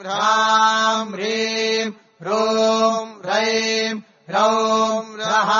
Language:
Sanskrit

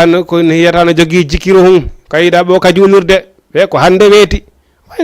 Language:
Fula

